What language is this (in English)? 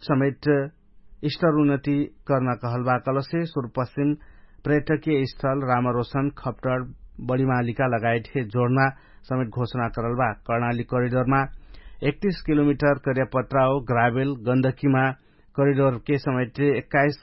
Dangaura Tharu